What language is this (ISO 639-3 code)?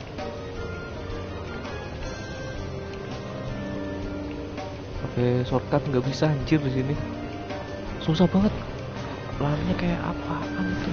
ind